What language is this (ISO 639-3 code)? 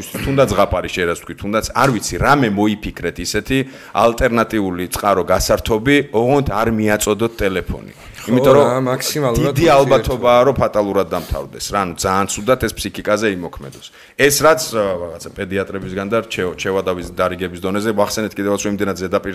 kat